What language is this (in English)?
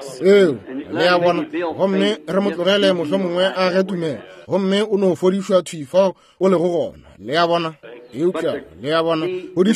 Northern Sotho